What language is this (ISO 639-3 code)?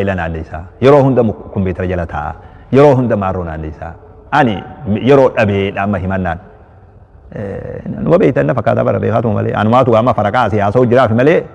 orm